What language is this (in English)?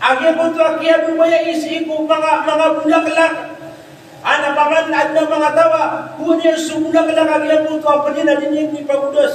Maranao